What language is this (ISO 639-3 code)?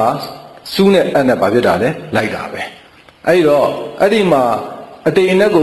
mya